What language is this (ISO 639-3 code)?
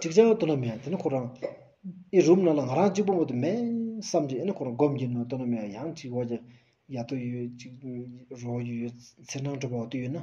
sbu